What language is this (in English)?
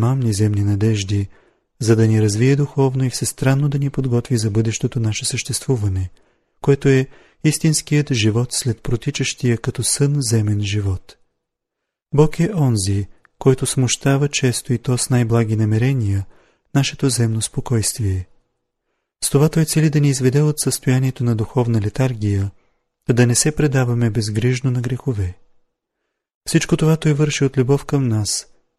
Bulgarian